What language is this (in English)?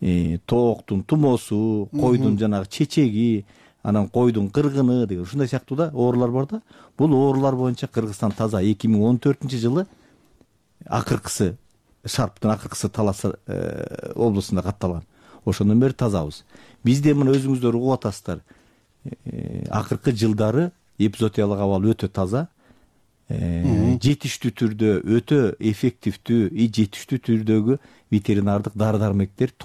Kyrgyz